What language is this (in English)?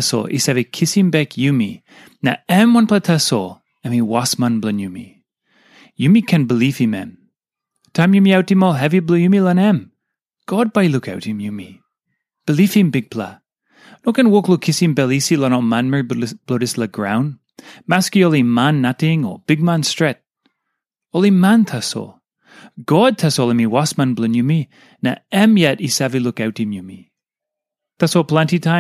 Tok Pisin